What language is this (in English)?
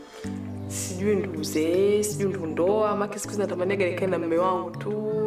Swahili